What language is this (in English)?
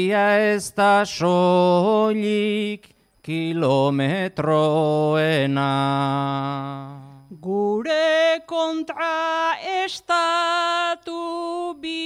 Basque